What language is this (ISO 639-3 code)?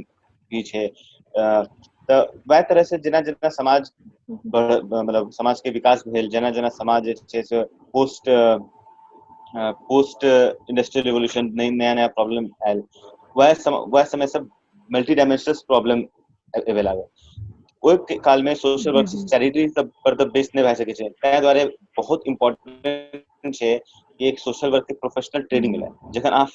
mai